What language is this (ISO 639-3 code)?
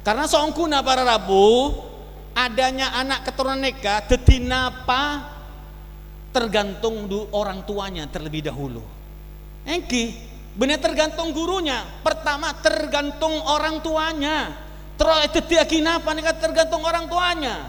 mad